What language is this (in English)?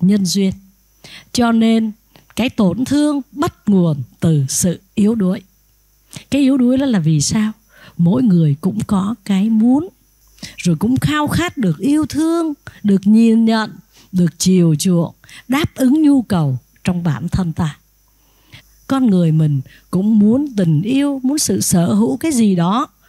Vietnamese